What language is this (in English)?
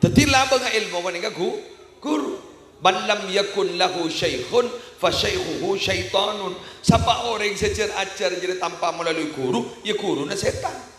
Madurese